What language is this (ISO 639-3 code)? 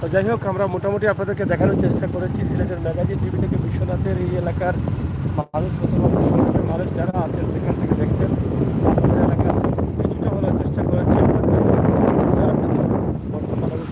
syl